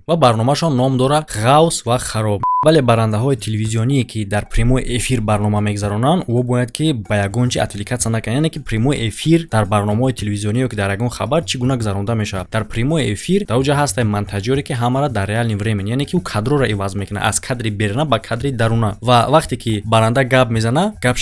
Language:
Tajik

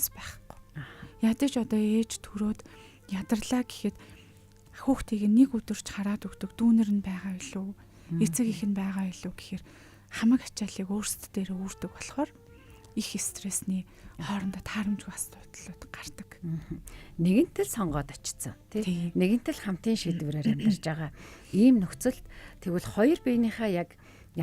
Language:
Mongolian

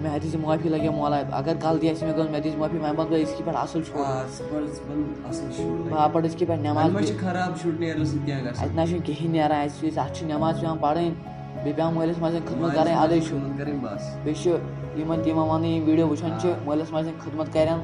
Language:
Kashmiri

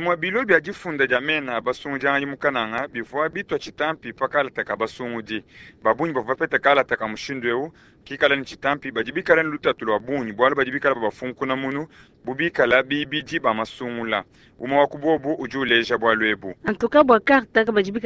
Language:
Luba-Lulua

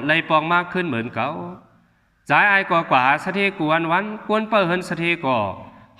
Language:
Shan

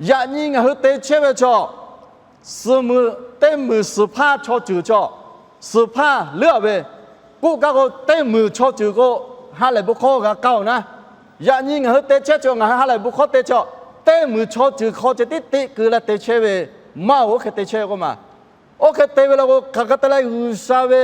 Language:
Lahu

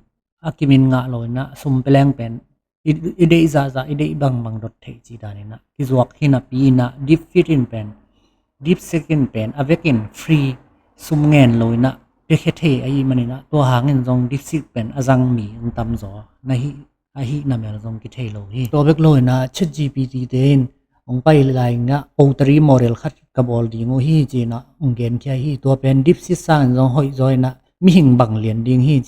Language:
Tedim Chin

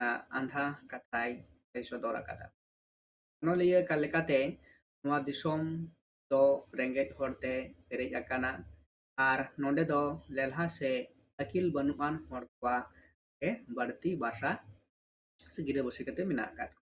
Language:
Santali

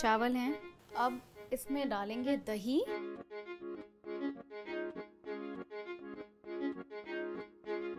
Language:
Hindi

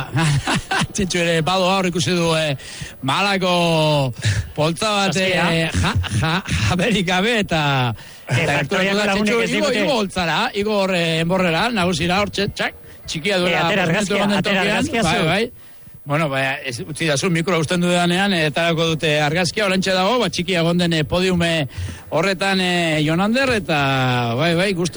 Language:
Basque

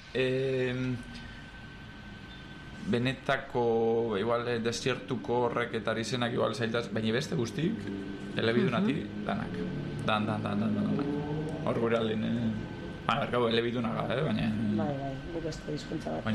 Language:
Basque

